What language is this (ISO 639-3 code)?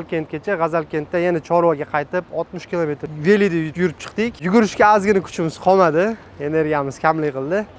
uzb